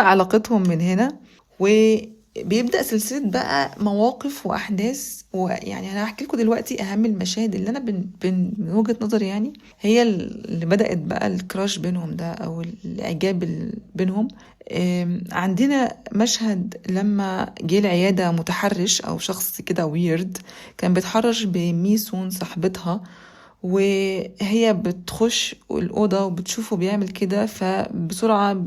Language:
Egyptian Arabic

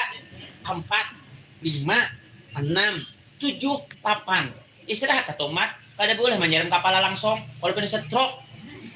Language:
Banjar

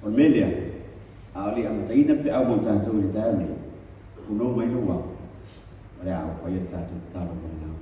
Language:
Samoan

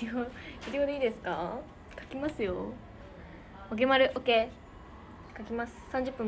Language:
Japanese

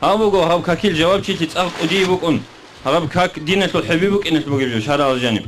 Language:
Avaric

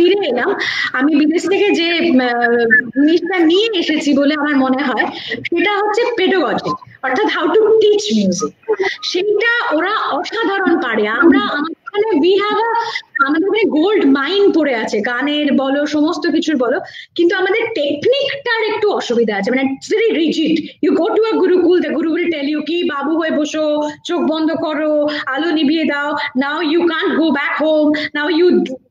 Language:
Bangla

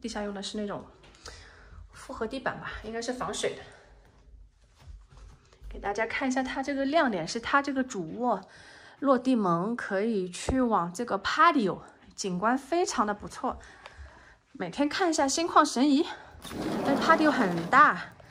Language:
Chinese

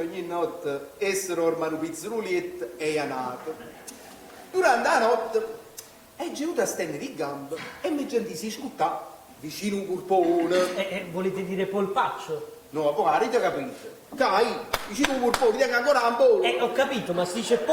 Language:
Neapolitan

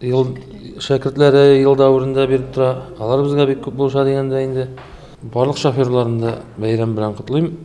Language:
Tatar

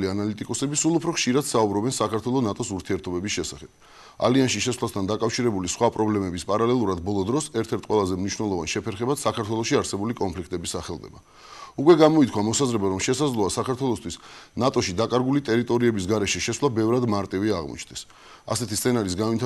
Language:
Georgian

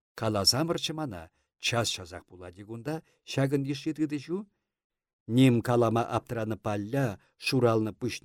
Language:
Chuvash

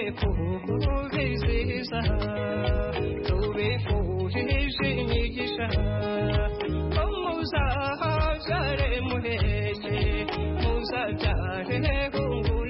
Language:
Kinyarwanda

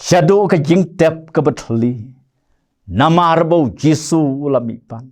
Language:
Khasi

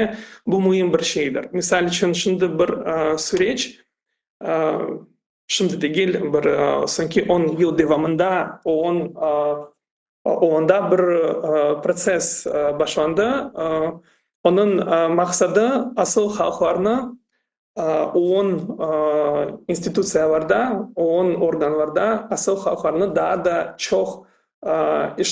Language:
Crimean Tatar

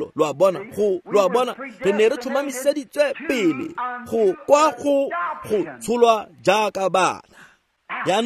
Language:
Tswana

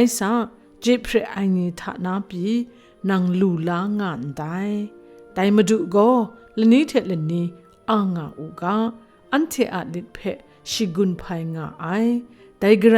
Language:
Kachin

